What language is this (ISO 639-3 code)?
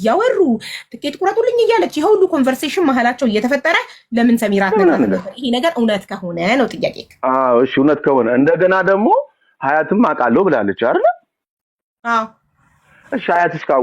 amh